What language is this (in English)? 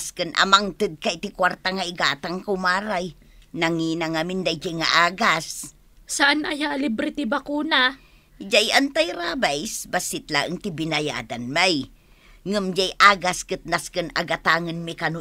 Iloko